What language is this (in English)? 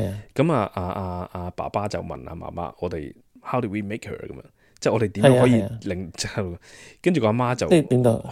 Cantonese